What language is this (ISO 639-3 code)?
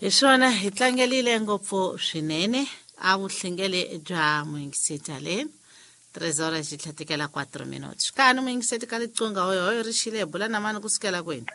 tso